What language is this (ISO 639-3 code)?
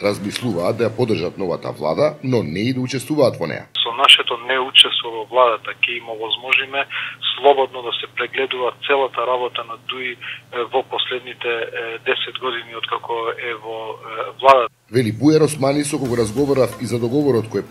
mkd